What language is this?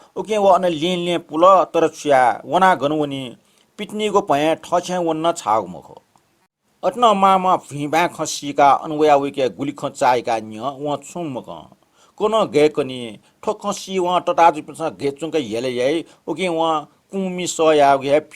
Newari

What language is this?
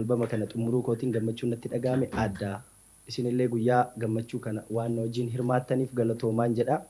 Oromo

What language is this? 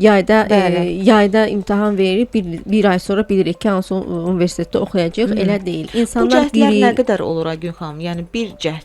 Azerbaijani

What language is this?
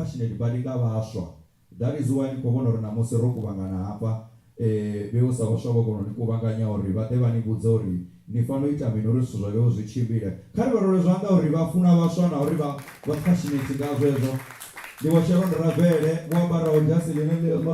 Venda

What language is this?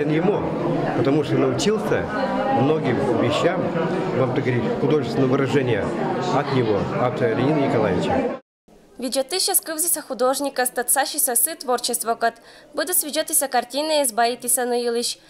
Komi-Permyak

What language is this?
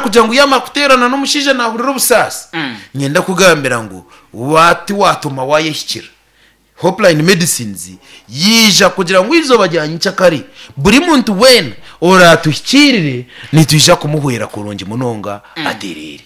Nyankole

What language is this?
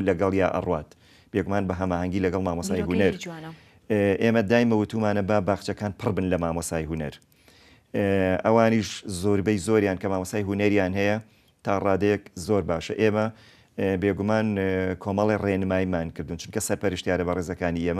Central Kurdish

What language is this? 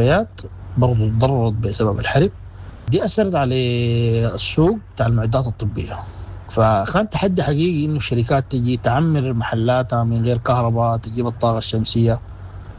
Sudanese Arabic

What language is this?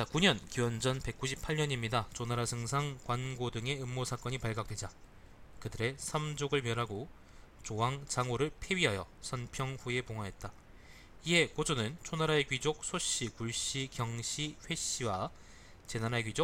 Korean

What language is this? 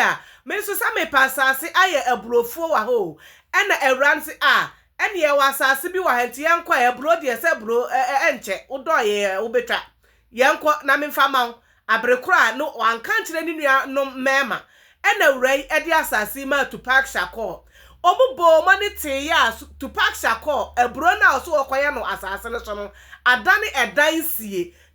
Akan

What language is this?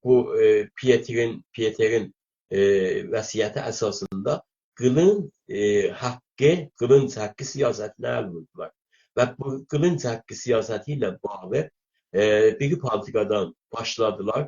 South Azerbaijani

